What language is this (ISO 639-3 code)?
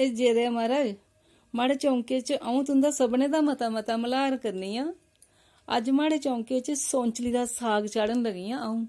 doi